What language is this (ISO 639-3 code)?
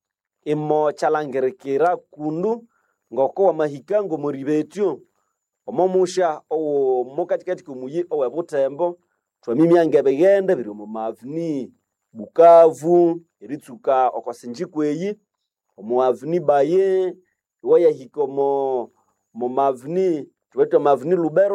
nnb